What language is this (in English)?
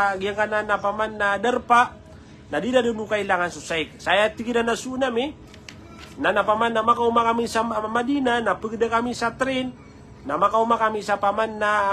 Maranao